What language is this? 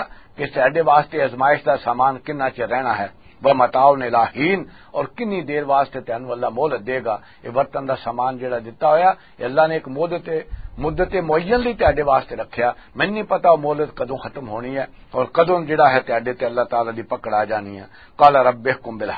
Western Panjabi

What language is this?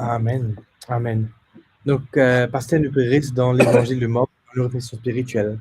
Morisyen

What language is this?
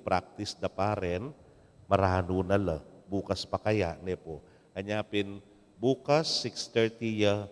Pampanga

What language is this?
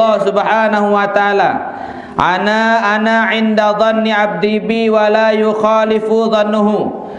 Sasak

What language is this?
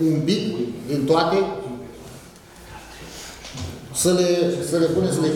Romanian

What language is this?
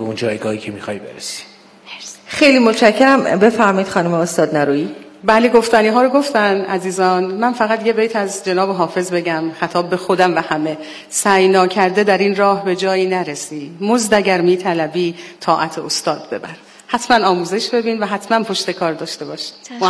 Persian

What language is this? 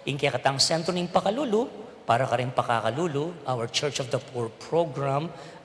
Pampanga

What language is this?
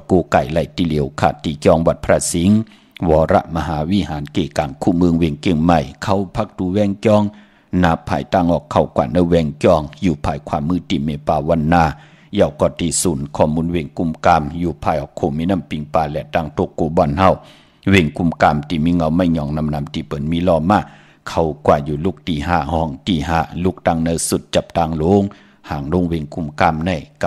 Shan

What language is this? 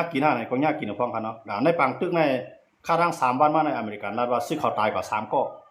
Shan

